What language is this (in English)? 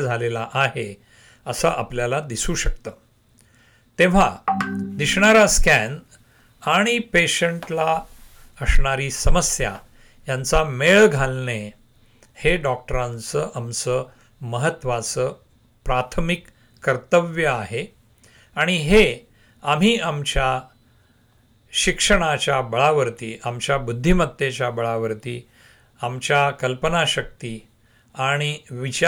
Marathi